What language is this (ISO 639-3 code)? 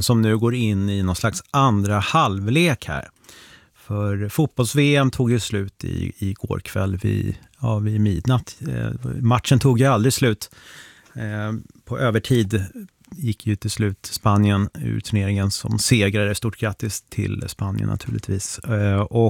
swe